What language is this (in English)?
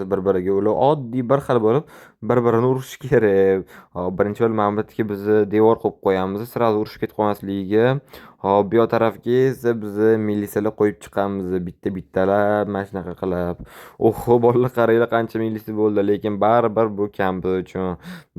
Uzbek